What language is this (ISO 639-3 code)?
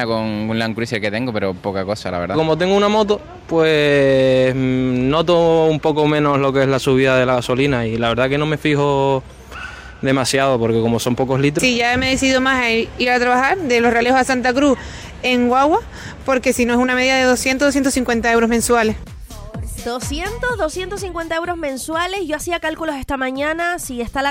spa